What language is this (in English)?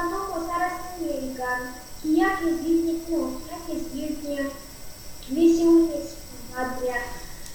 Erzya